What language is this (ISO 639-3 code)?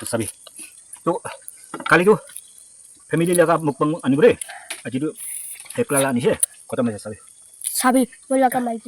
nag